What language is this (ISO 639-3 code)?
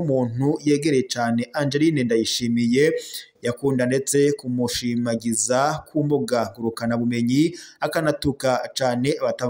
run